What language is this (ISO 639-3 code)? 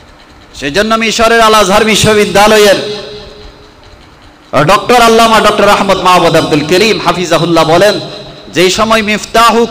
ben